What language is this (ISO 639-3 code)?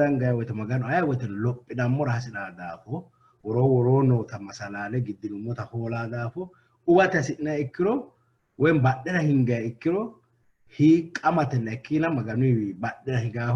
sid